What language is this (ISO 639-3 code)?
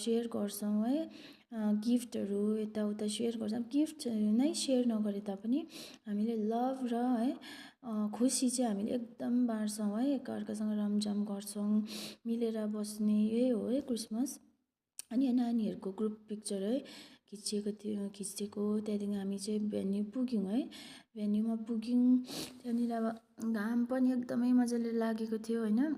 nep